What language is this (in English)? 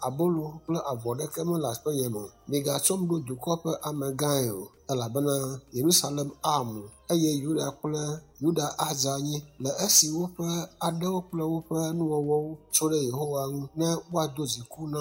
Ewe